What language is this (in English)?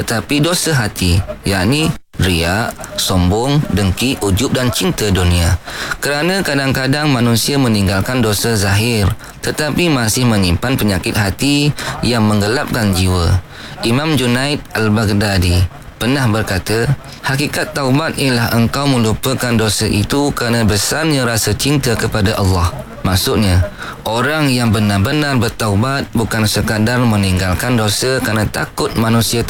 Malay